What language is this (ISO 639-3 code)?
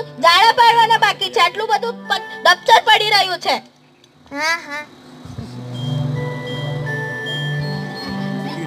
guj